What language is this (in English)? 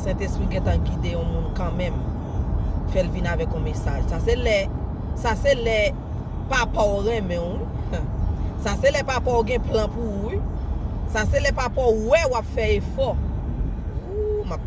Haitian Creole